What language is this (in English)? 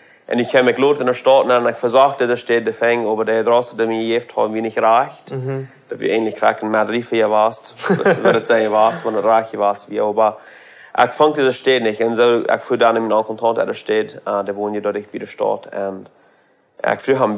Plautdietsch